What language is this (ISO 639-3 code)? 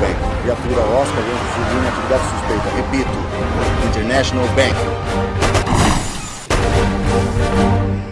por